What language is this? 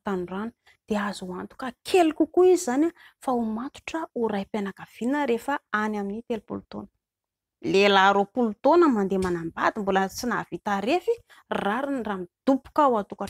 Malagasy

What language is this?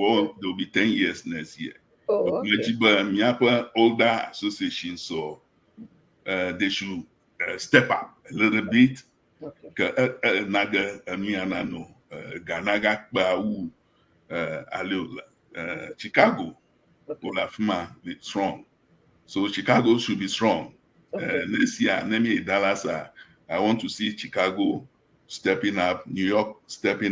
Ewe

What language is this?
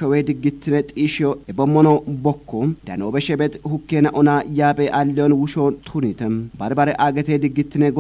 Kafa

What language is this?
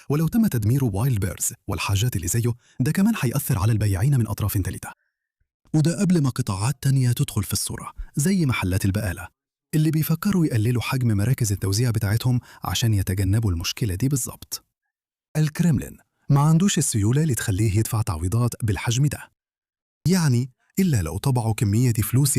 Egyptian Arabic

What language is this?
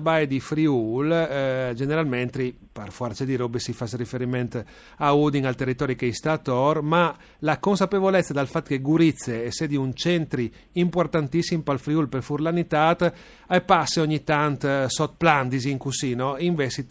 Friulian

